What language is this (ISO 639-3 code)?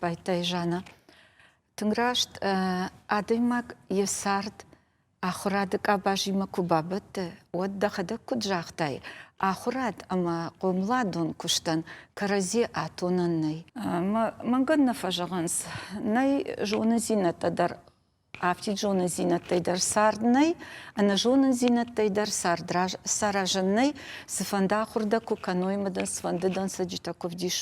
oss